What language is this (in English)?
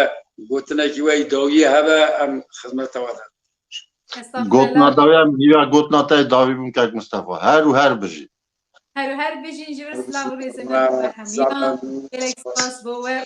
Kurdish